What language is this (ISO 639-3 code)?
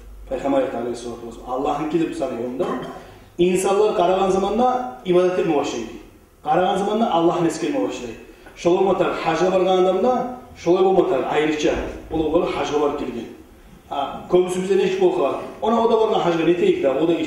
kum